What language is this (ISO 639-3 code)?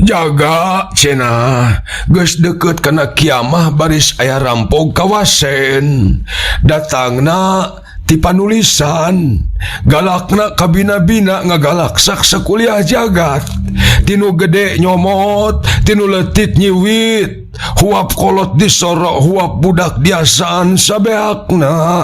sun